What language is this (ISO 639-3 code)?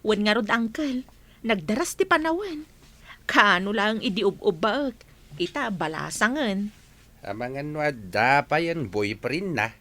ilo